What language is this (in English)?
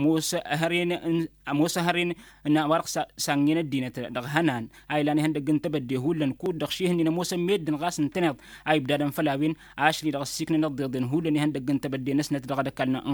Tamasheq